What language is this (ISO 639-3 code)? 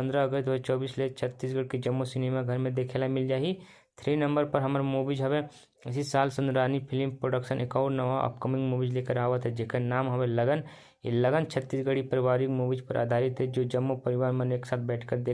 hne